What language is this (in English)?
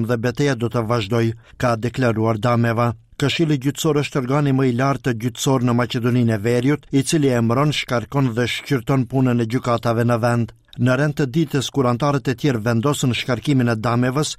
Albanian